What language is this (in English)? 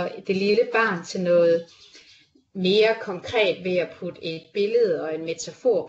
Danish